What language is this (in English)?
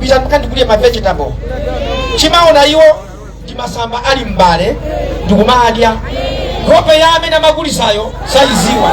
Nyanja